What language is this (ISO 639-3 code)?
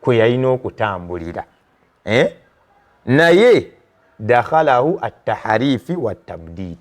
lug